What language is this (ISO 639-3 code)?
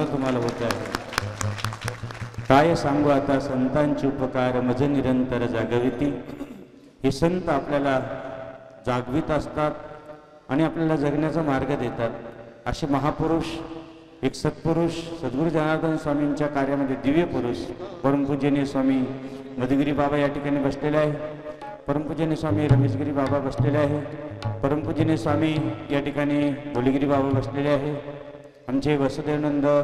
mar